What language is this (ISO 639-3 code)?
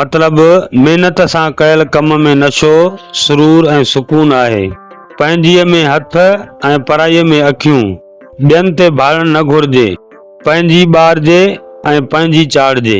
snd